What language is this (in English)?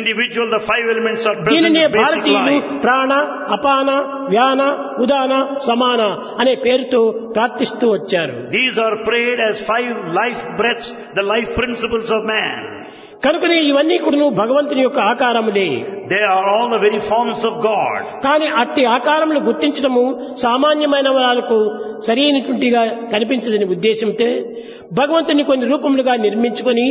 Telugu